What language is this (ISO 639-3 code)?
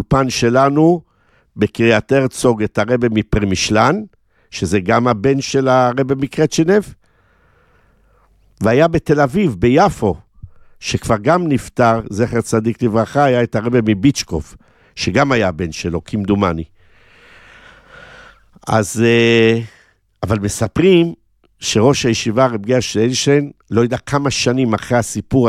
heb